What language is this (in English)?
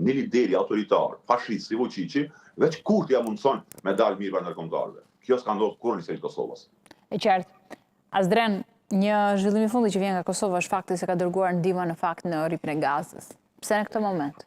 Albanian